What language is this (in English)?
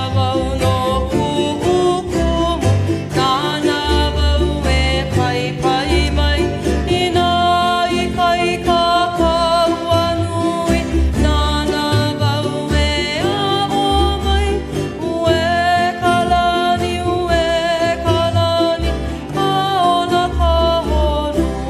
Hawaiian